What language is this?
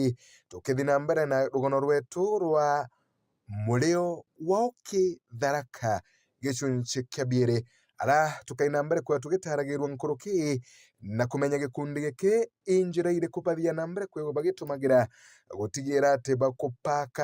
Meru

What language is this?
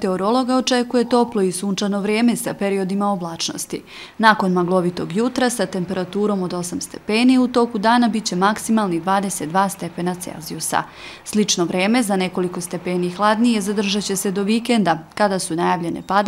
Bosnian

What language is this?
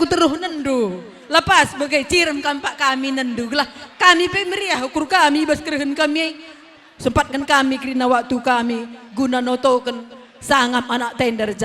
Batak Karo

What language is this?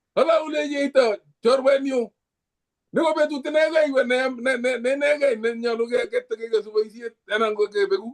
Kalenjin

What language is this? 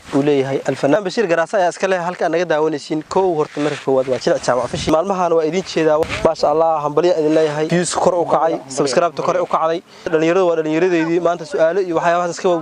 Somali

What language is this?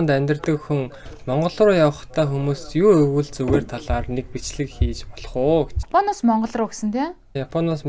Mongolian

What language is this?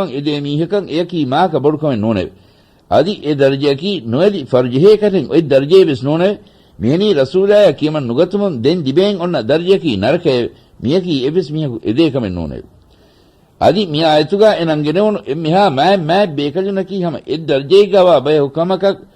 Divehi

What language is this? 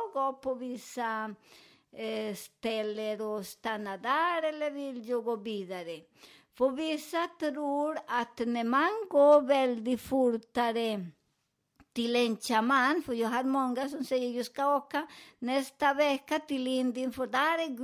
Swedish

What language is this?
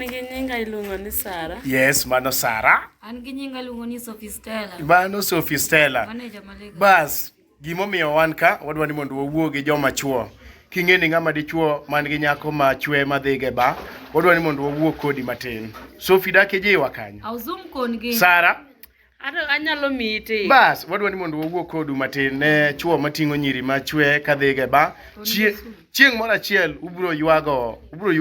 Luo (Kenya and Tanzania)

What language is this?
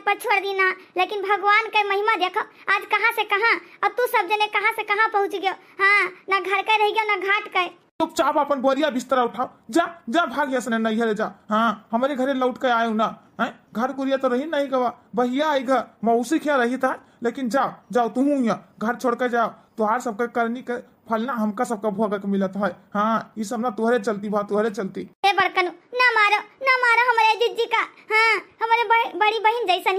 Awadhi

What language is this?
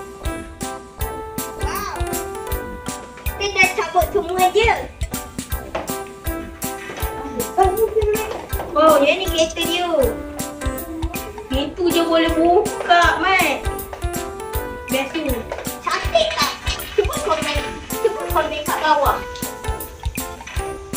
Malay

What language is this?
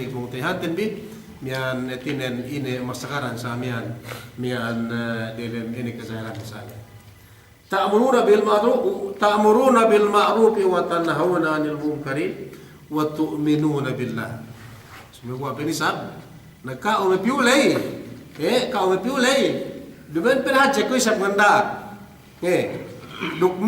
Yakan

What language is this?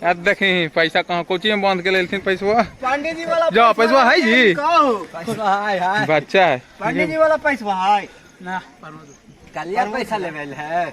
Magahi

